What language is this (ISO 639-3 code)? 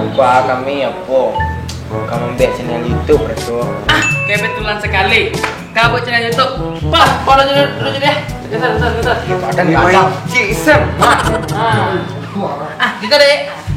min